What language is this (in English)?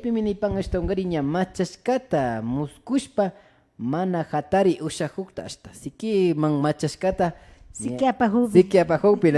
Imbabura Highland Quichua